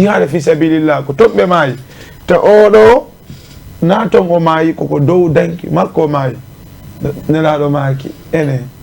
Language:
Fula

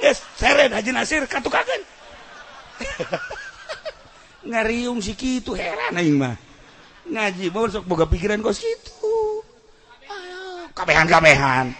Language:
Sundanese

